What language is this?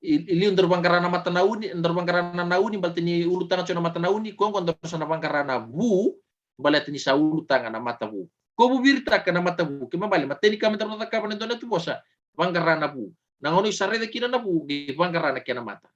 Fijian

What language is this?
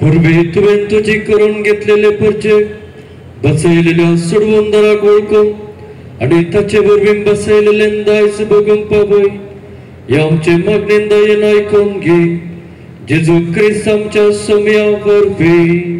Konkani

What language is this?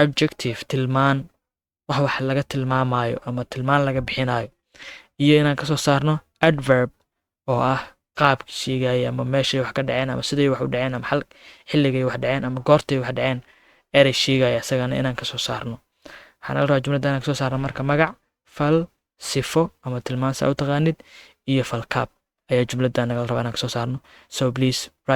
Somali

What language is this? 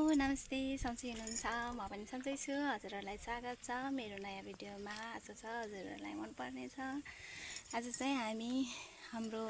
Nepali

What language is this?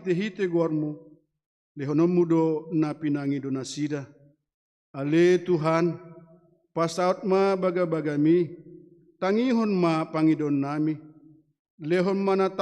Batak Toba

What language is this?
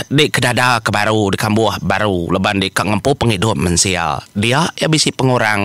Iban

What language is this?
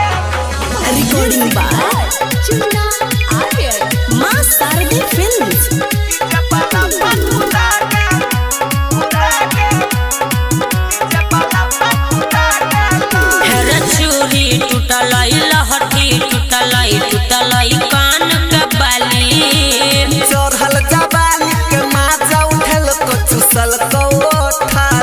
Bhojpuri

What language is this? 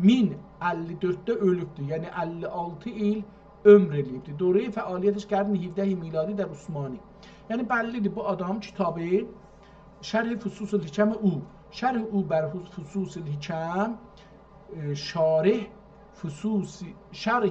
South Azerbaijani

